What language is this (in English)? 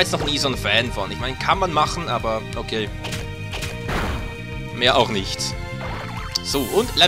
German